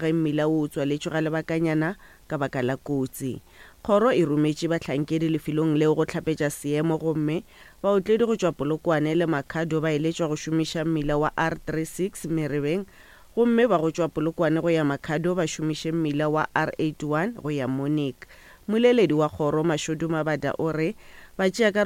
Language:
Northern Sotho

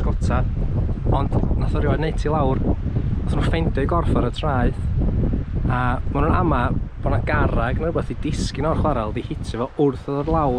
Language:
Welsh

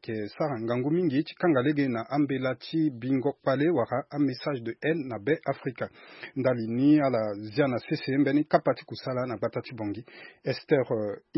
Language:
Sango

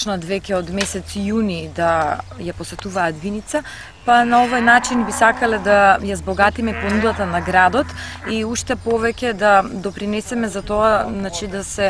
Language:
Macedonian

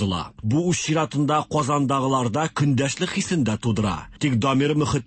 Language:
Tatar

